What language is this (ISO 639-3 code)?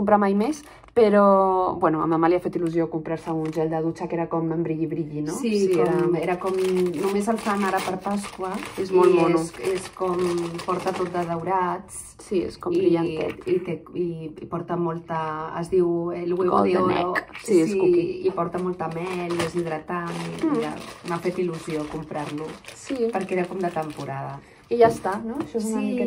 cat